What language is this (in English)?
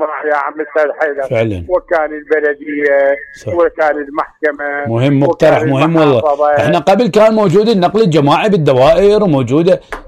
Mesopotamian Arabic